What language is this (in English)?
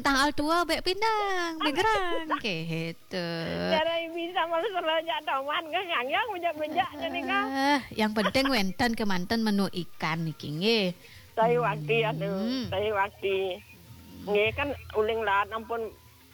Balinese